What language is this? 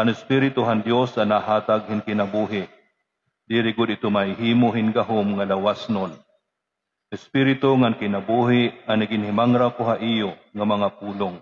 Waray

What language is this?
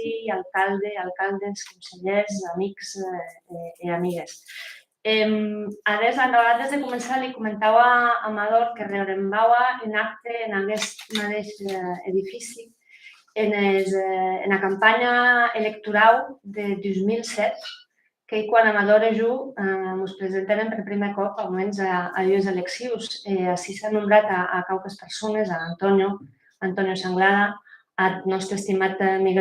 Occitan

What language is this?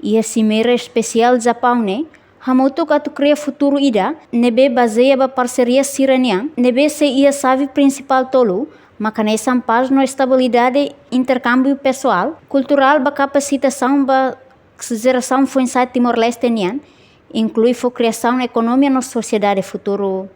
Tetum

